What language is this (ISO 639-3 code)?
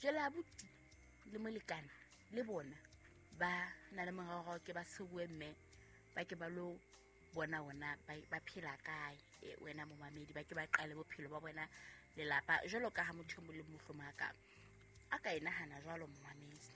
sot